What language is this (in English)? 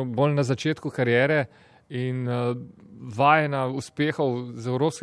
Slovenian